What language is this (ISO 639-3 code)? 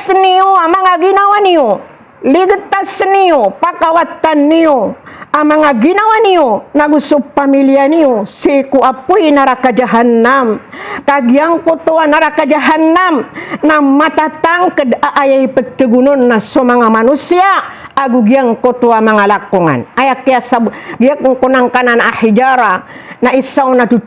mrw